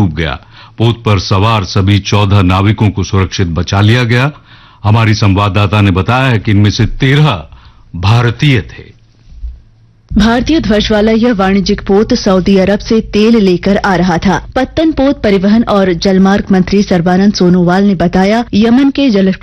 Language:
Hindi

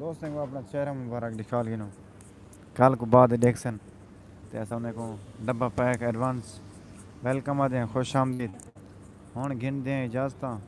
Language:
Saraiki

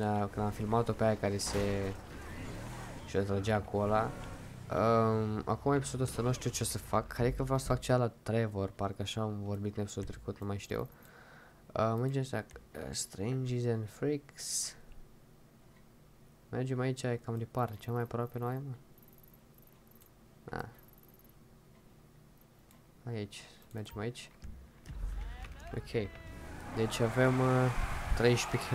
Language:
Romanian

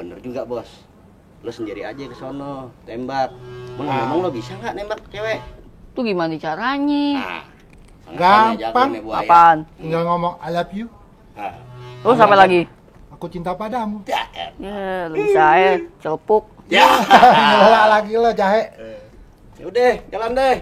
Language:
Betawi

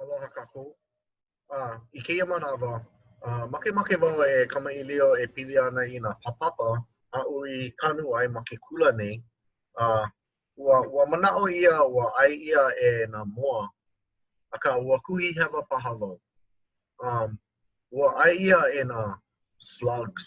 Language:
Hawaiian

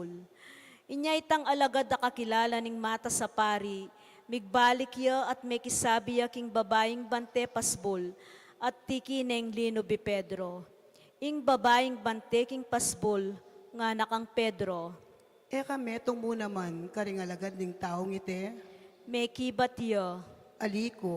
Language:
Pampanga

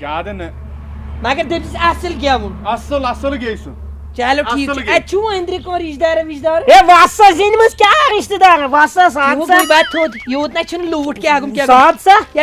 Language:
Kashmiri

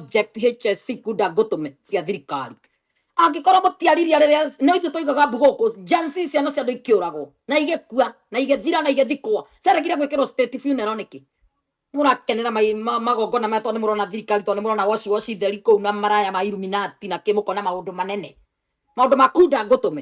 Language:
Kikuyu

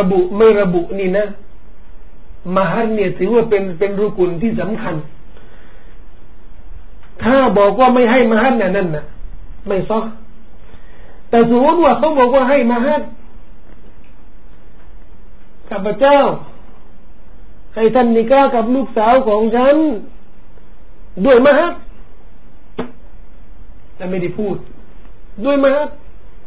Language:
Thai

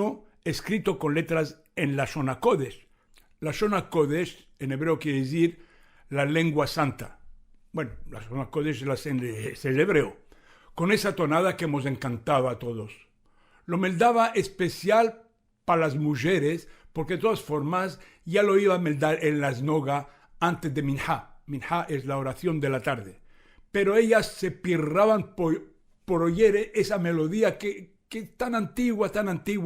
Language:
Ladino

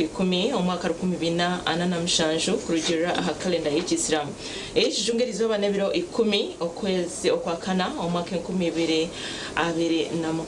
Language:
Nyankole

